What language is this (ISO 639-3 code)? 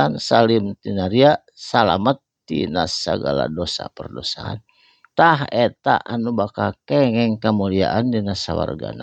sun